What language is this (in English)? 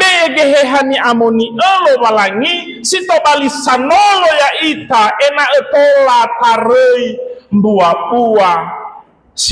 Nias